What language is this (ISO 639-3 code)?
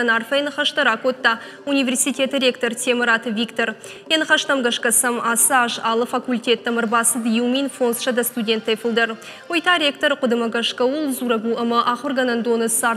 oss